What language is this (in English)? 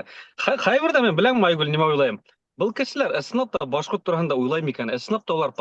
Bashkir